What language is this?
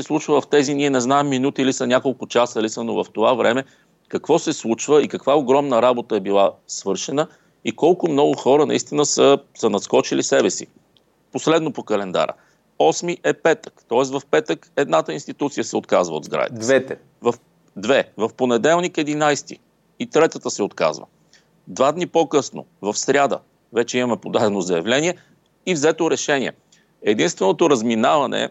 Bulgarian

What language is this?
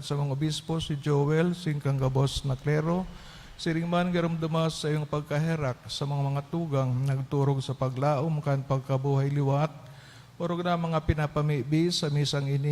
Bikol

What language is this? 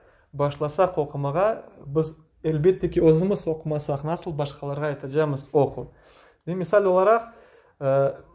Crimean Tatar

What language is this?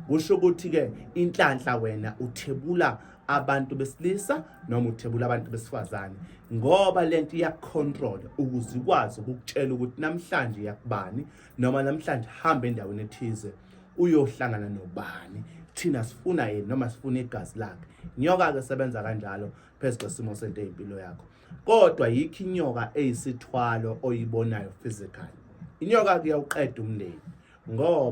Zulu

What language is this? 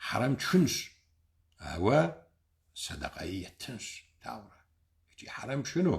Kabardian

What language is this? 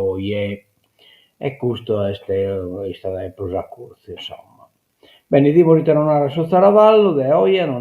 Sardinian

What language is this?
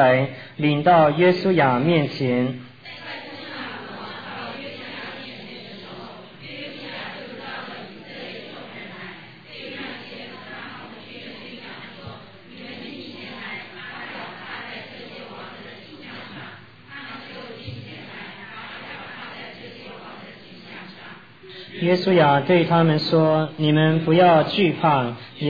Chinese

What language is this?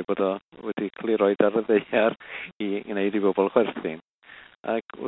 Welsh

